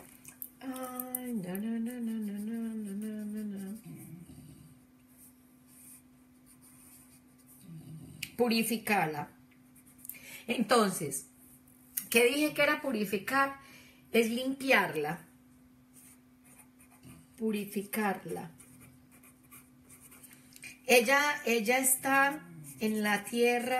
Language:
Spanish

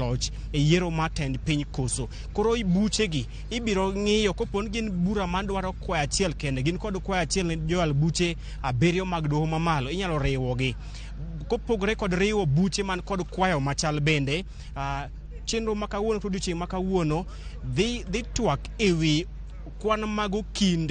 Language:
Luo (Kenya and Tanzania)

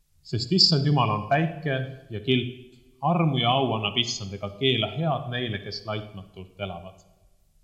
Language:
Estonian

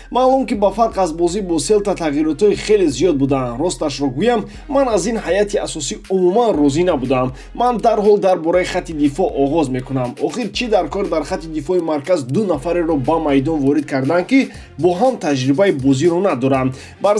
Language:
Tajik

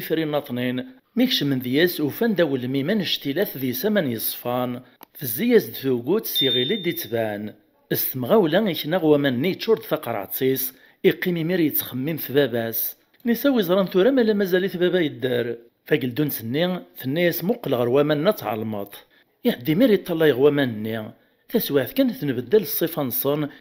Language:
Kabyle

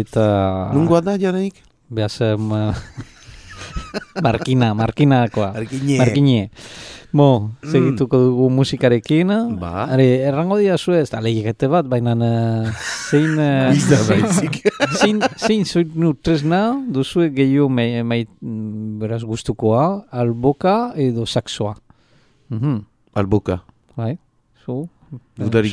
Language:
Basque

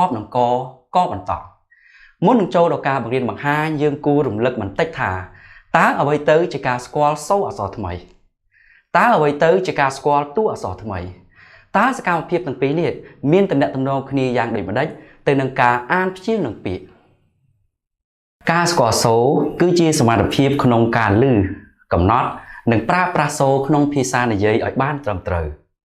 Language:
Khmer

